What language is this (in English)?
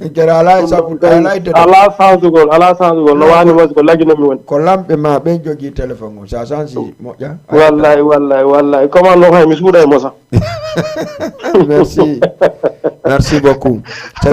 Fula